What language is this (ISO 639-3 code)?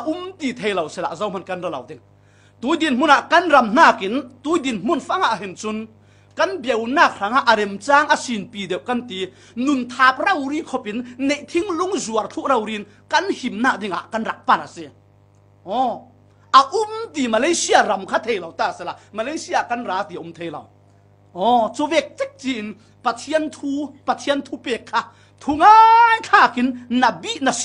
cfm